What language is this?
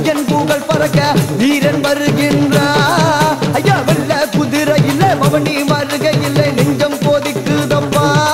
Tamil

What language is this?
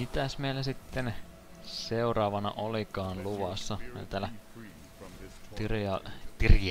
Finnish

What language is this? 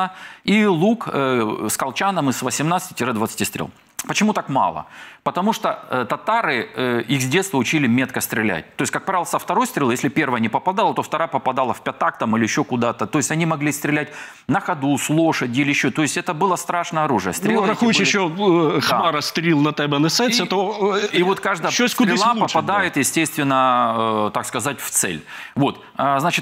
Russian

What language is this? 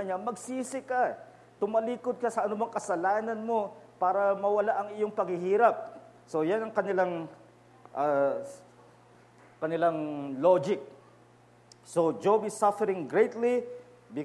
Filipino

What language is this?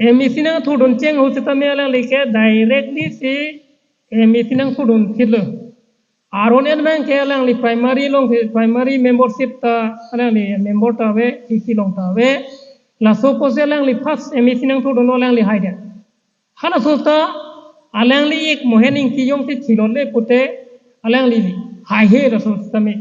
Karbi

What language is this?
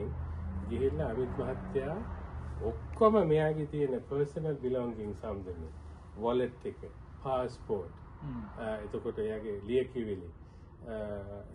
Sinhala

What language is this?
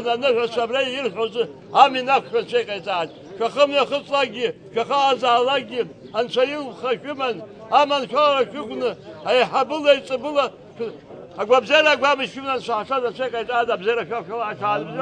Abkhazian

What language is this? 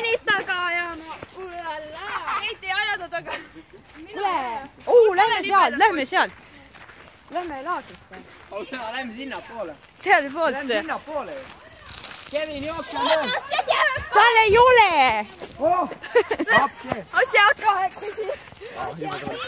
Estonian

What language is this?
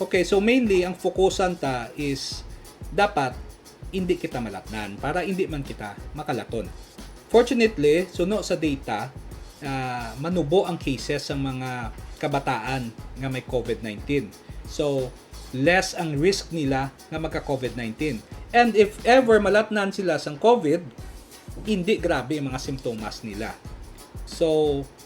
Hiligaynon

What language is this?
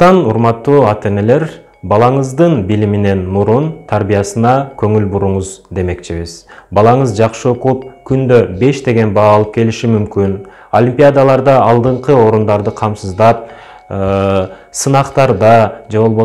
Kyrgyz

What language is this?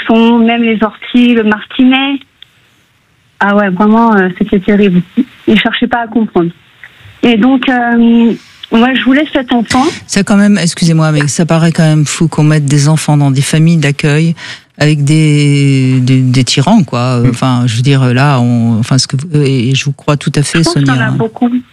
French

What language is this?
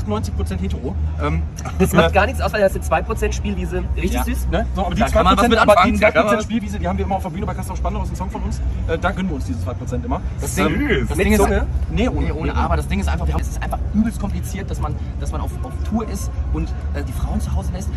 German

